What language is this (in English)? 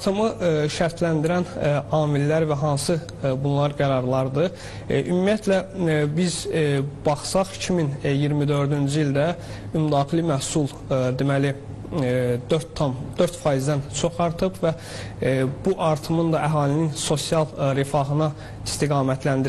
Azerbaijani